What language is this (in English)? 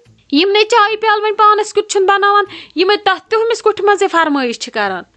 Kashmiri